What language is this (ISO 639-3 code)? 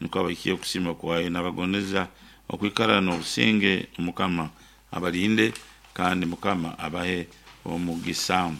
nyn